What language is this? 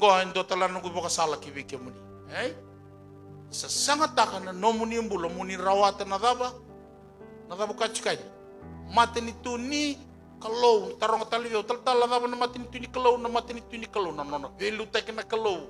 Fijian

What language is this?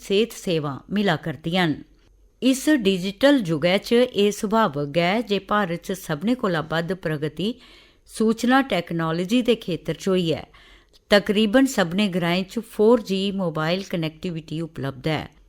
Dogri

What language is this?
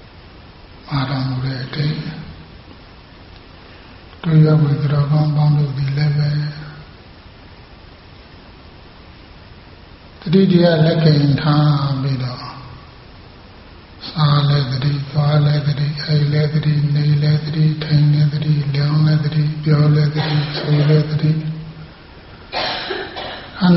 Burmese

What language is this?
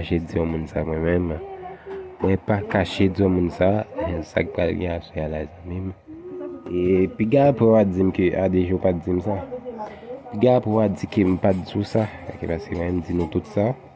Haitian Creole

